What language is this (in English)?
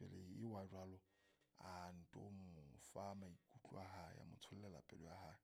Southern Sotho